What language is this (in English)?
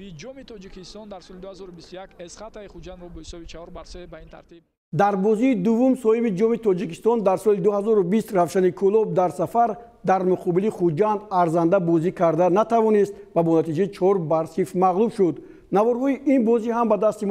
Tajik